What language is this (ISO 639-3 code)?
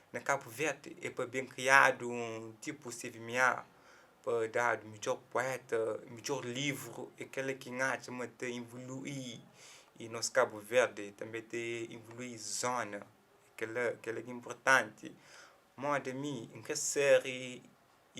kea